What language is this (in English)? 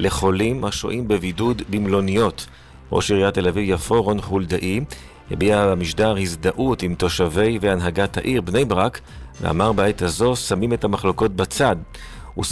Hebrew